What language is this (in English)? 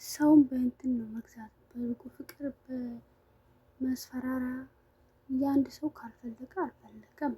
Amharic